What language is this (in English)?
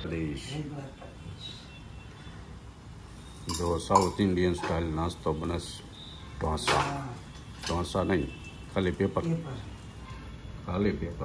Gujarati